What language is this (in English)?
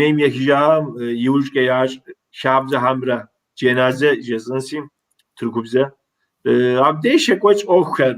Kabardian